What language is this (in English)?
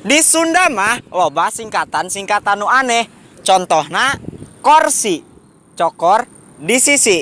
Sundanese